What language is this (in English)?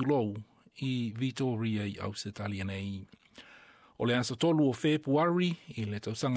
Samoan